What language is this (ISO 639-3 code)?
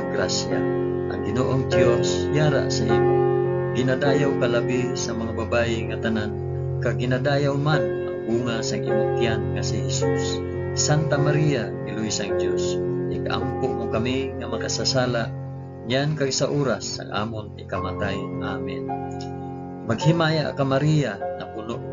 hil